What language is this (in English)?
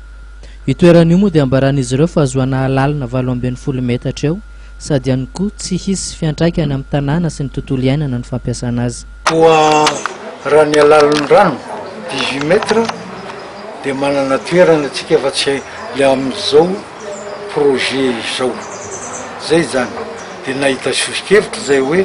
Malagasy